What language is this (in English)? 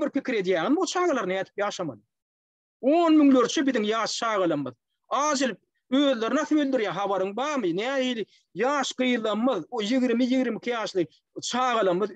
Turkmen